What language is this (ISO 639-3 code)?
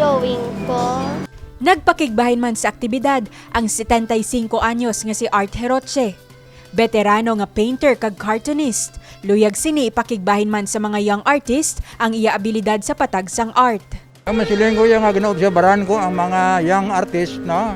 hil